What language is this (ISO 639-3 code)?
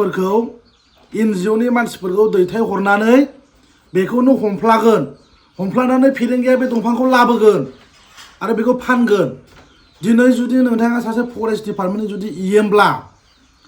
brx